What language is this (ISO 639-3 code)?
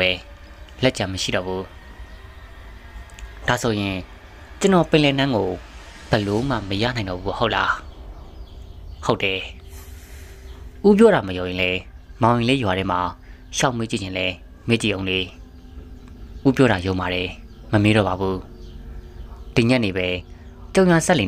mya